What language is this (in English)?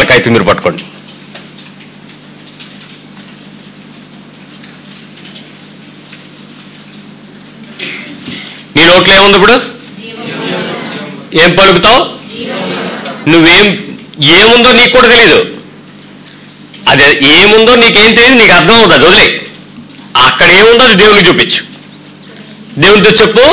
Telugu